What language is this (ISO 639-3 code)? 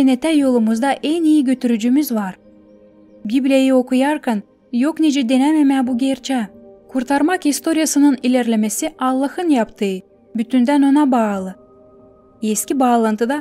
gag